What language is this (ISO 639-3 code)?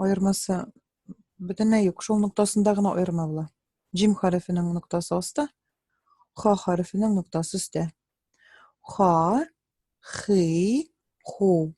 tat